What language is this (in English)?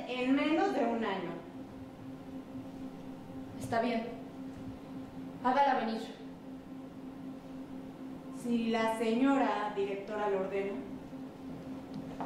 Spanish